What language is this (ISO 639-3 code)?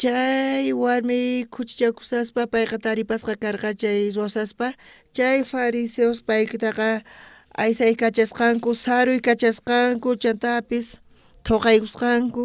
quh